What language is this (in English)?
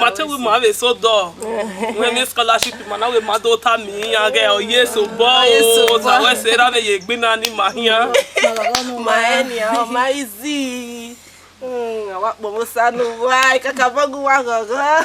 Bini